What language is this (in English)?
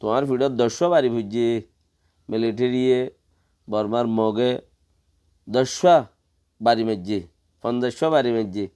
Rohingya